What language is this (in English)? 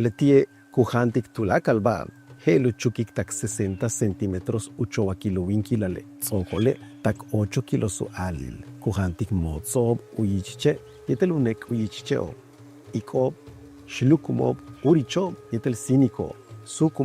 Yucateco